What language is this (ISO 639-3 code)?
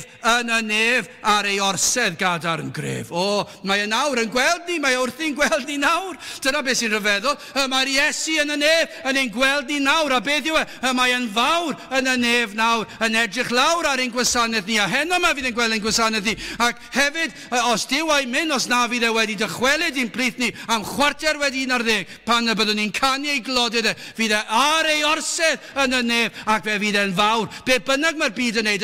cym